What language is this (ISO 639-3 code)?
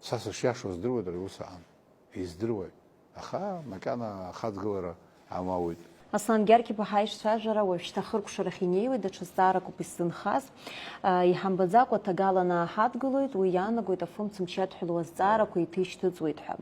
abk